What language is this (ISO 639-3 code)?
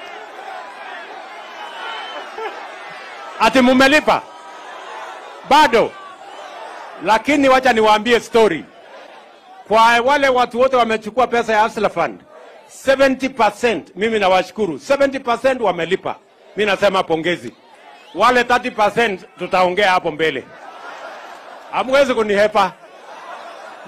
swa